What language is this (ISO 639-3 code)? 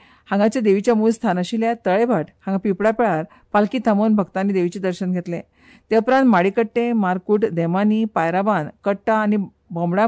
kok